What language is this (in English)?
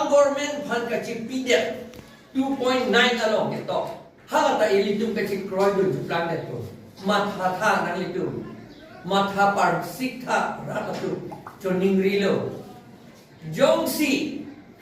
Karbi